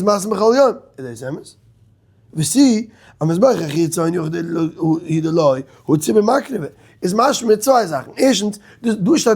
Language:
Yiddish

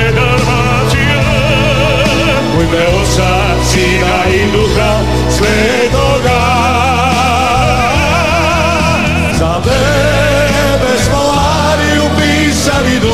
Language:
Croatian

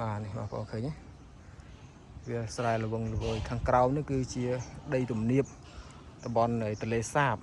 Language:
Khmer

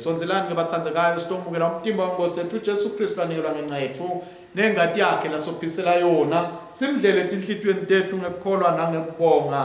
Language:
Swati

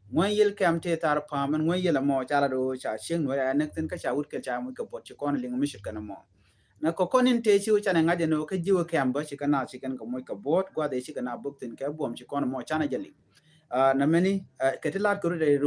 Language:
Nuer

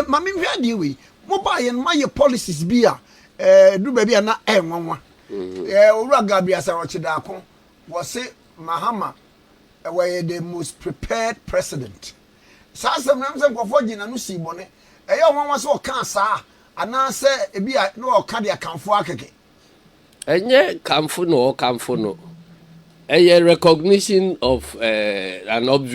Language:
Akan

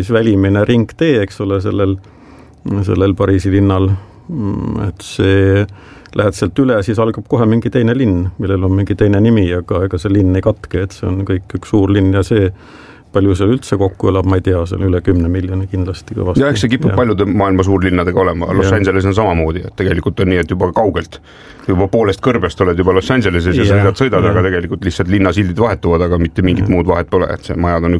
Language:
Estonian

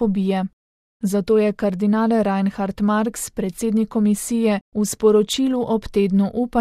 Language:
Slovenian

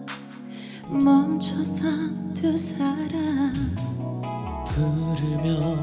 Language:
Korean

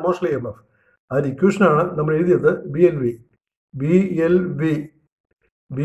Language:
Malayalam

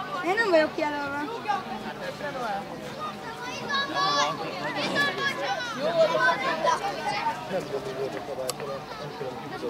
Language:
Hungarian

